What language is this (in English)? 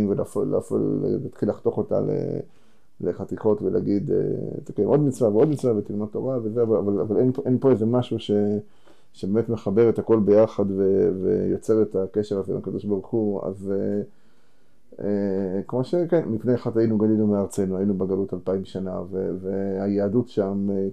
Hebrew